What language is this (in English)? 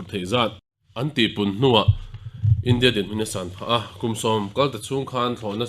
Mizo